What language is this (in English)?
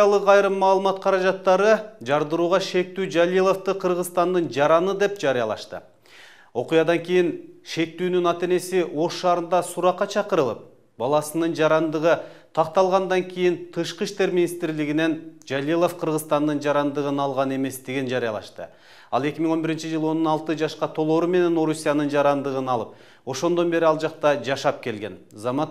Kyrgyz